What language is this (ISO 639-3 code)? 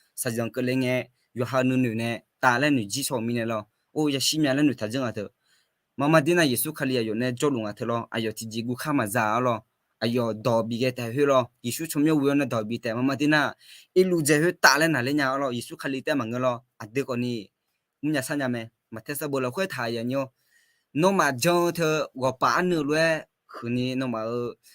ahk